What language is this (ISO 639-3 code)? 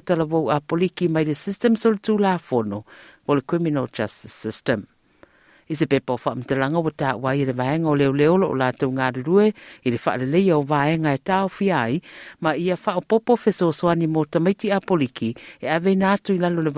smo